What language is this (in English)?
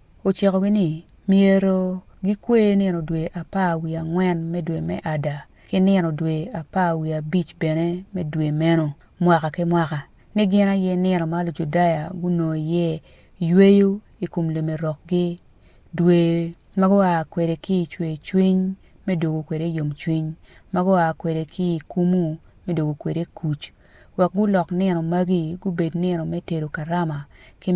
Acoli